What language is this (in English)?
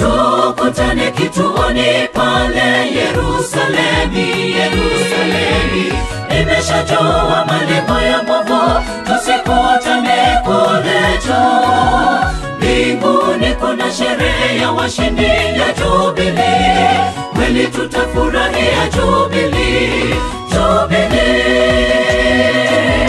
Swahili